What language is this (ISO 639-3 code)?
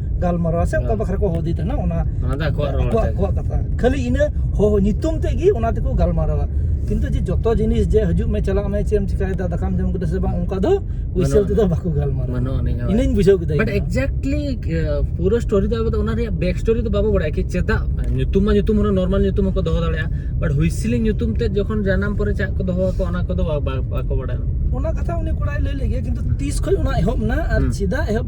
sat